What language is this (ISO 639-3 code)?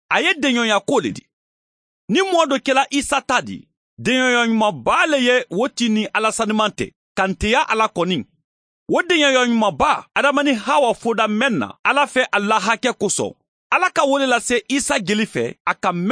man